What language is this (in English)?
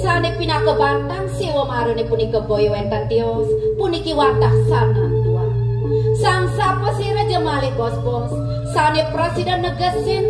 Balinese